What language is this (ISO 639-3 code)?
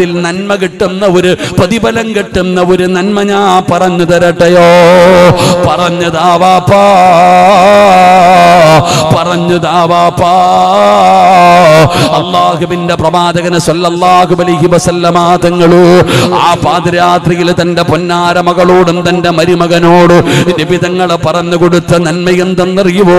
mal